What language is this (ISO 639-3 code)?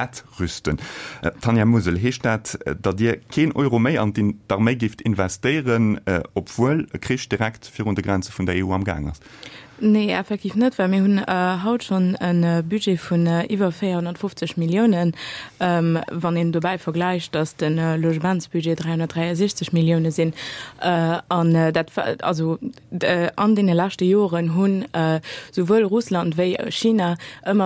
ltz